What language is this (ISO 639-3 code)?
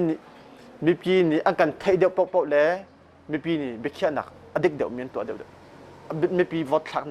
cnh